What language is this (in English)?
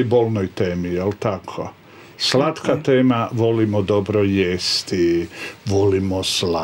Croatian